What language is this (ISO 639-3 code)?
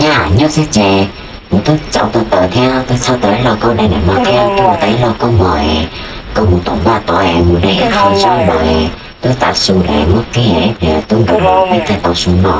hmn